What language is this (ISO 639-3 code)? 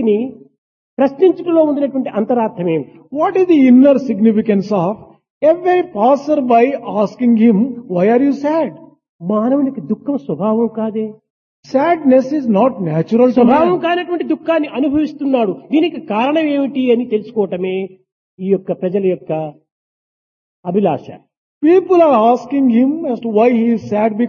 tel